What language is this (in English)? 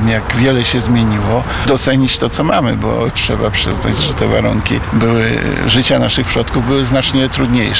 Polish